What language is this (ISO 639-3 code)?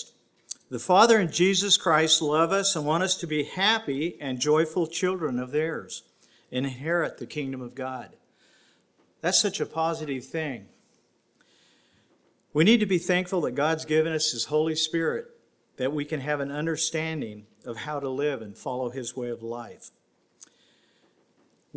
eng